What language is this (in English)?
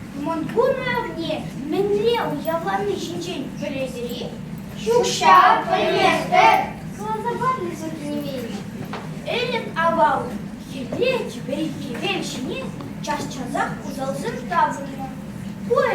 Chuvash